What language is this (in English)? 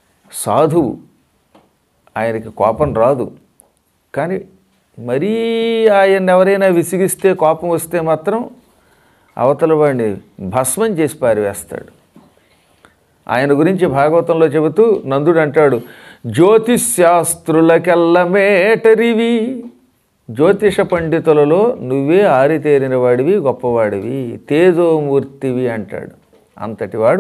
Telugu